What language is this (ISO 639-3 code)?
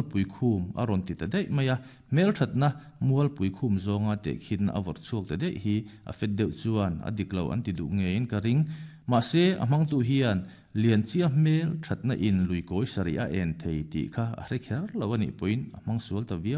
lus